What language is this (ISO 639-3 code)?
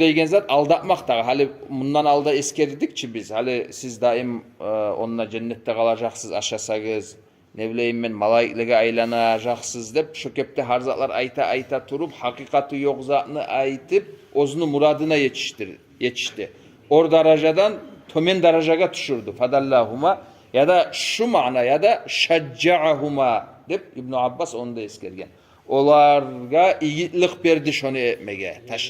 kum